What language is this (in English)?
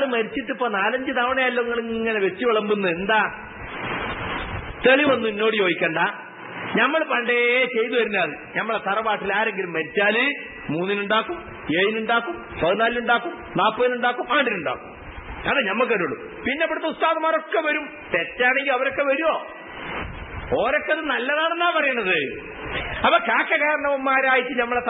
Malayalam